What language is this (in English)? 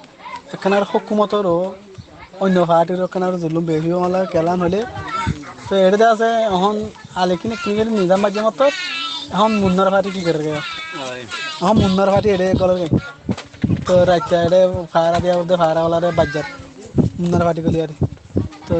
Rohingya